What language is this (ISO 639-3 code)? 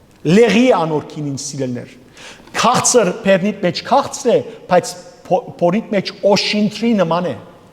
hyw